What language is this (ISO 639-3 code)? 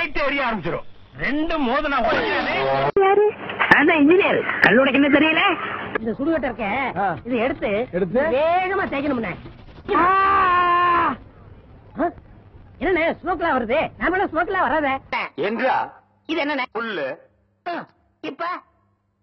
tam